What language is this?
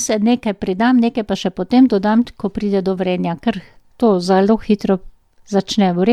Slovenian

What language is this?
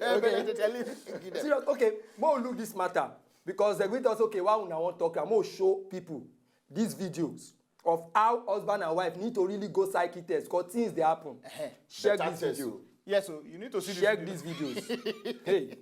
Nigerian Pidgin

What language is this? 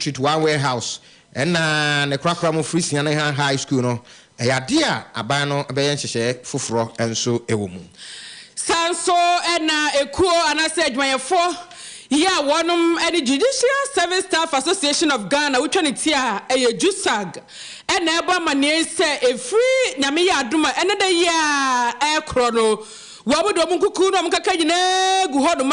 Akan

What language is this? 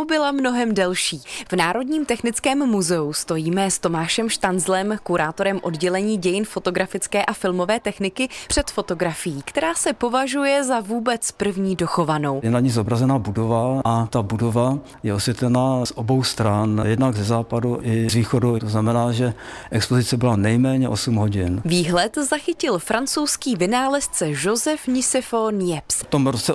Czech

